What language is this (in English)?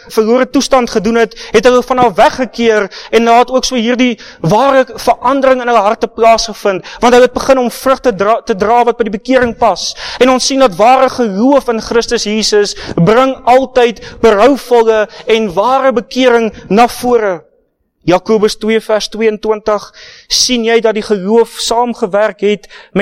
Afrikaans